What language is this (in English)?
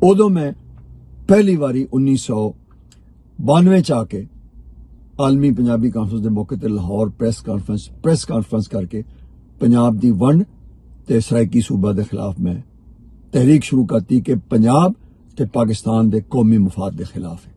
Western Panjabi